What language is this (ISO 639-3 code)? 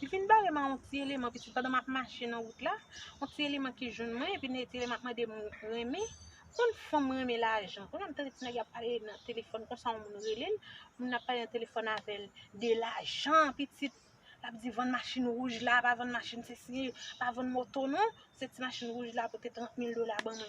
hat